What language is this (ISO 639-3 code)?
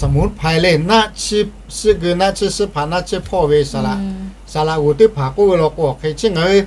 lhu